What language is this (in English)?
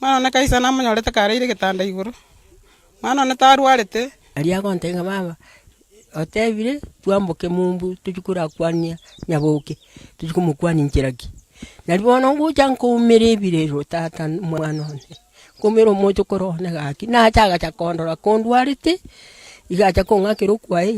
Gusii